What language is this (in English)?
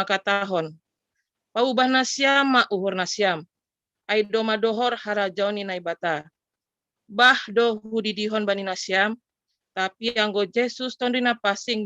Batak Simalungun